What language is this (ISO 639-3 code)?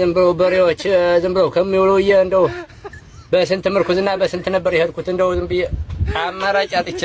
amh